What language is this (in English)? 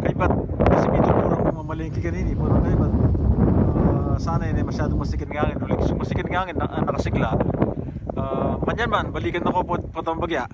Pampanga